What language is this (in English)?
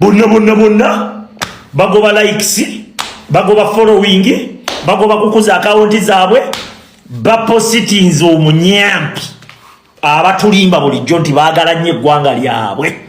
Ganda